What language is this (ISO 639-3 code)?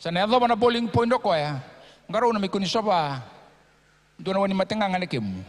fij